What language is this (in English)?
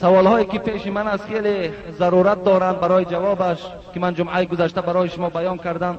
Tajik